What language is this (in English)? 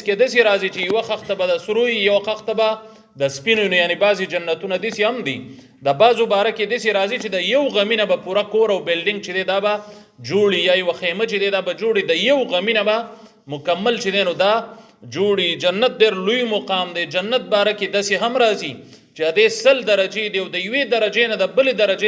Pashto